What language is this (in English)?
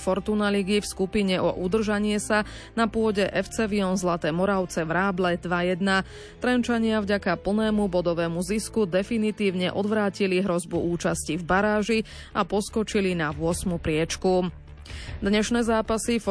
Slovak